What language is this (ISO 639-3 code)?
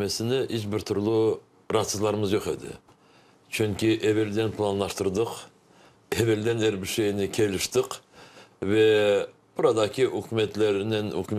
crh